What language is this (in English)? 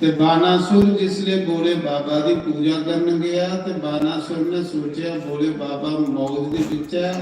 Dogri